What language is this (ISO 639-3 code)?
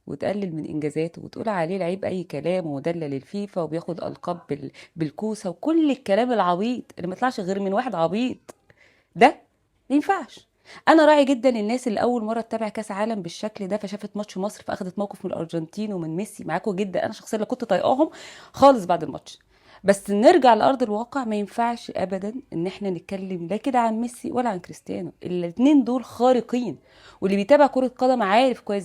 arz